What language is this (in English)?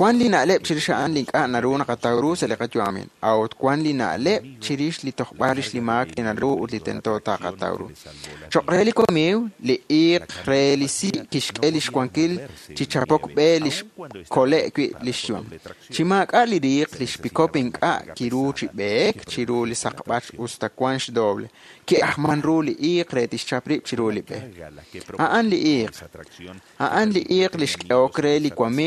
Kekchí